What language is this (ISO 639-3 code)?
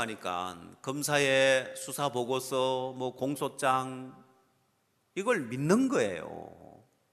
kor